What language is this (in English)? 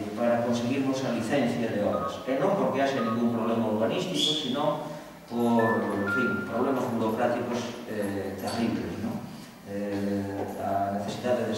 Galician